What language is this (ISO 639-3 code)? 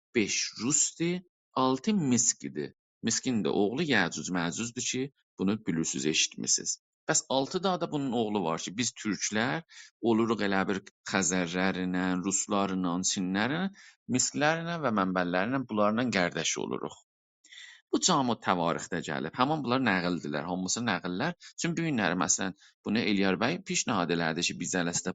azb